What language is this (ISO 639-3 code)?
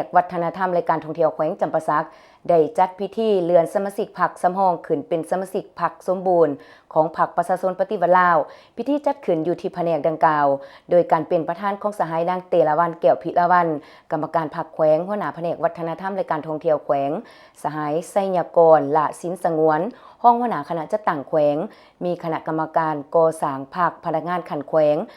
lao